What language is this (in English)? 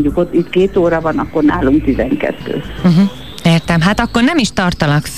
Hungarian